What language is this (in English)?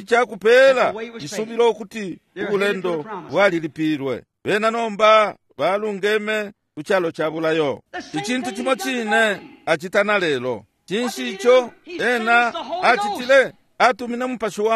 Bemba